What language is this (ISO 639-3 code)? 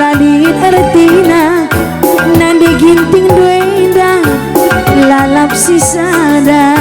btx